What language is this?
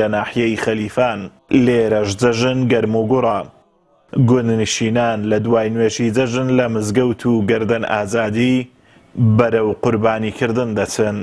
Central Kurdish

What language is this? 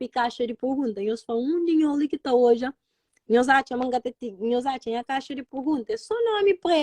Kabuverdianu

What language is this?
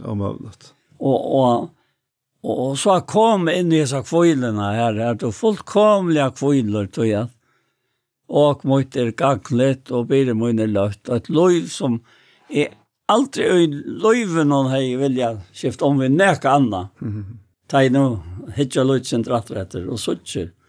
Faroese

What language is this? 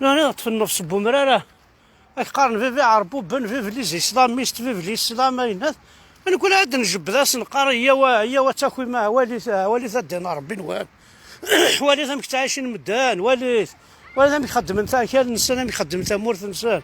Kabyle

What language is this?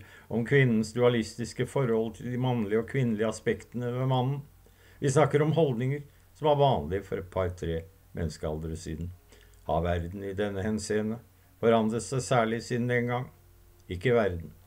Norwegian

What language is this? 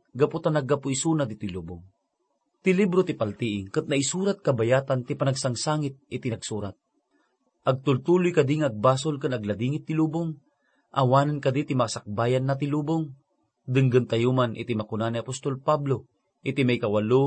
Iloko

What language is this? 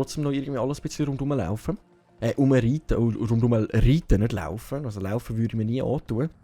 Swiss German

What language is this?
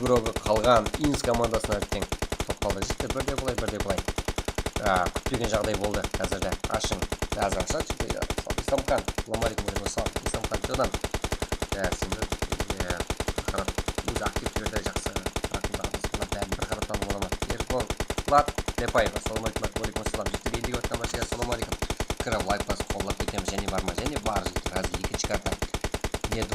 Kara-Kalpak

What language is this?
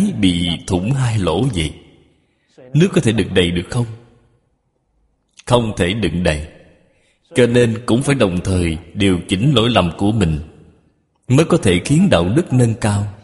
Vietnamese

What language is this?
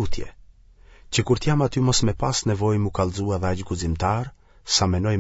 Albanian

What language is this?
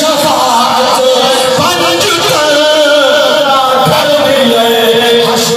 Saraiki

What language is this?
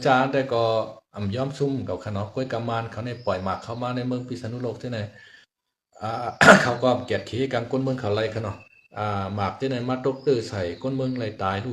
Shan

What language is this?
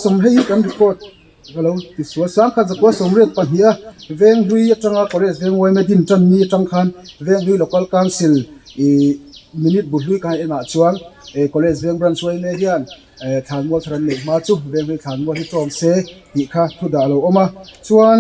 Mizo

